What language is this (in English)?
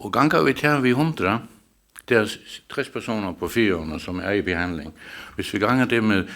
Faroese